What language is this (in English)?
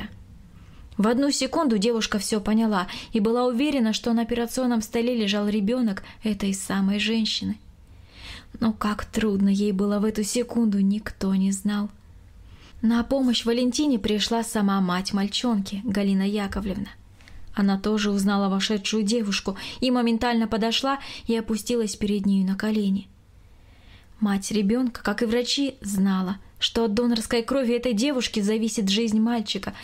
Russian